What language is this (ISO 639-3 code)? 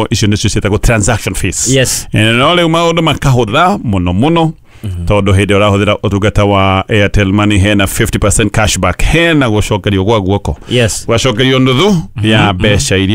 kik